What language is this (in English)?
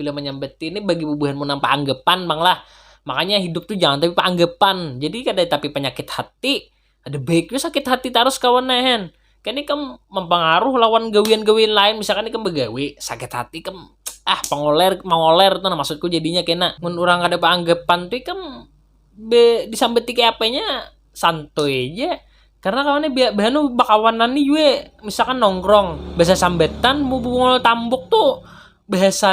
Banjar